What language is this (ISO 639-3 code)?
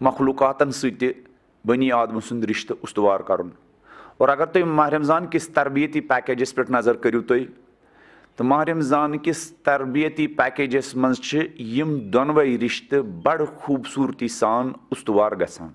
kas